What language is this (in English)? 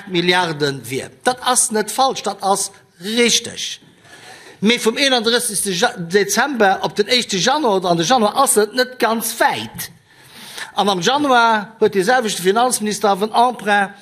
Luxembourgish